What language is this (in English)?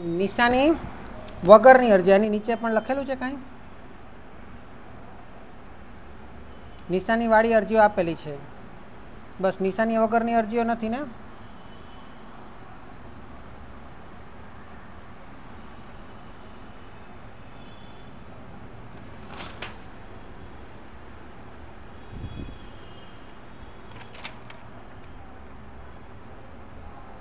Gujarati